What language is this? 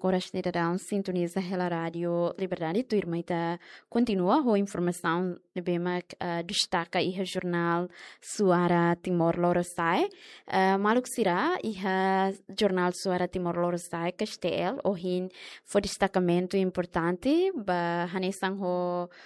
Tetum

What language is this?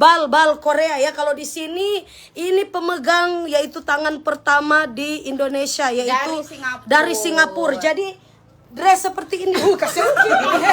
Manado Malay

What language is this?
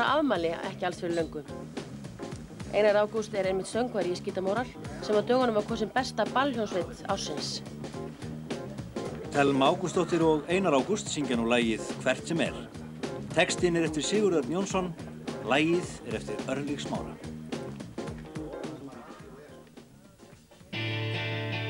Icelandic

